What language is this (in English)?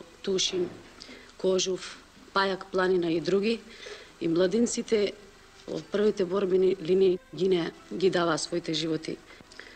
Macedonian